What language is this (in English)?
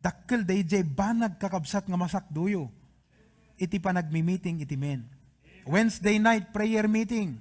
Iloko